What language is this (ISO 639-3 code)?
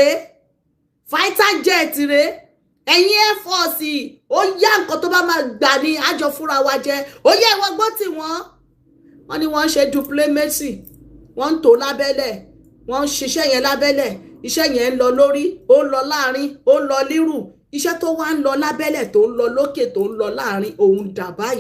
yor